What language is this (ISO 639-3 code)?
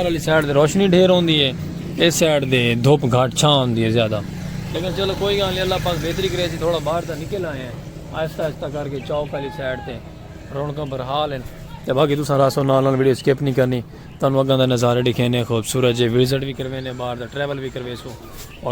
skr